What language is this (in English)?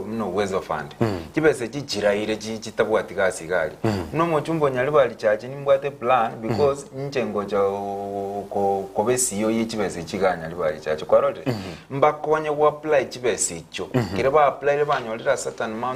Gusii